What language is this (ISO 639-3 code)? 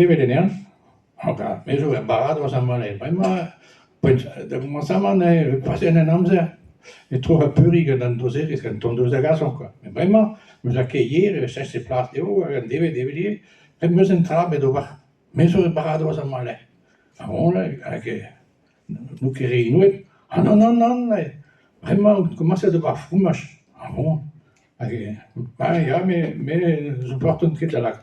bre